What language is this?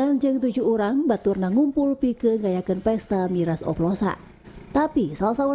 Sundanese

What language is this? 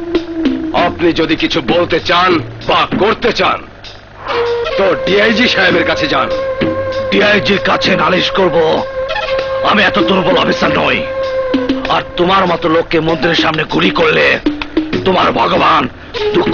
Bangla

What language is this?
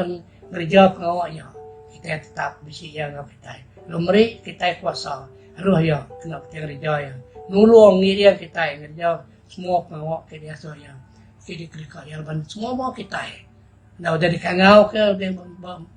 Iban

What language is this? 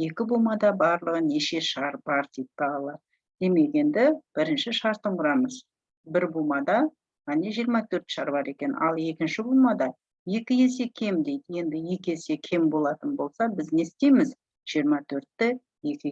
Kazakh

